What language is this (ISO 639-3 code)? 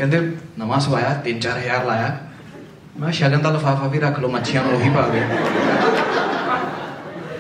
pan